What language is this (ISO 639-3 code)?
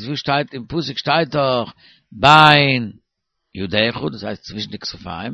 yid